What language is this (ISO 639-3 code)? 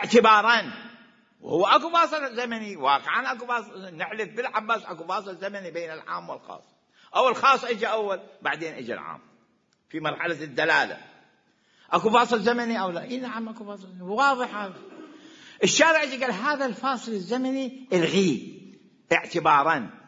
acm